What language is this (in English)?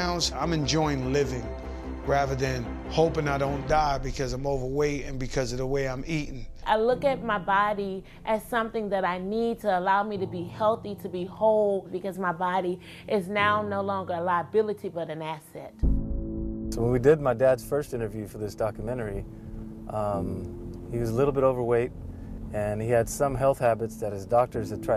English